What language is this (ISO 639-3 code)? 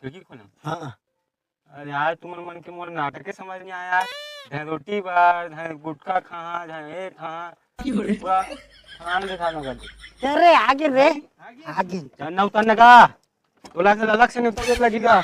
hne